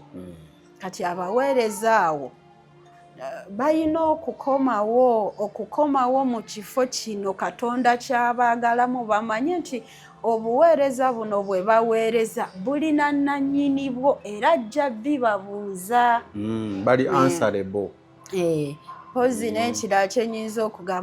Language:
Ganda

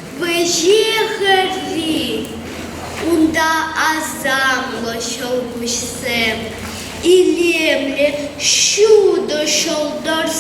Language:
Chuvash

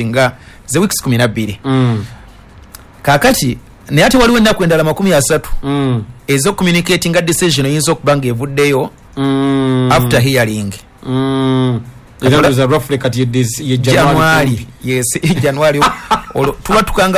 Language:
Ganda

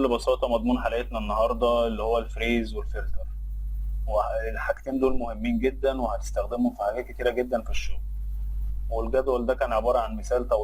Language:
Egyptian Arabic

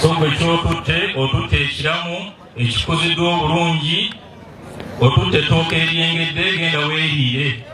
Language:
Ganda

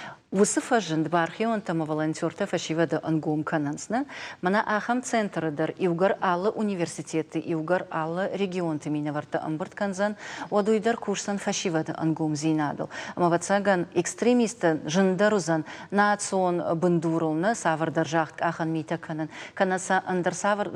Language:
Ossetic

